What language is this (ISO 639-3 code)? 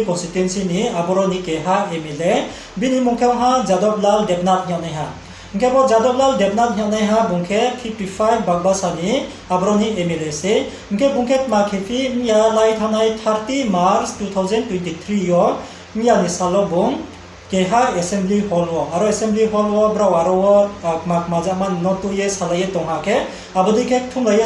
ria